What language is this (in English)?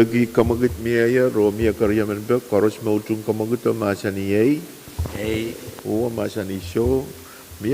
Pohnpeian